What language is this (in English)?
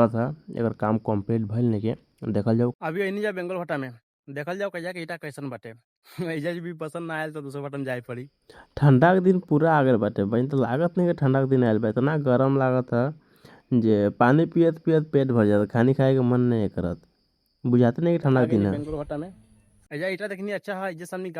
Bhojpuri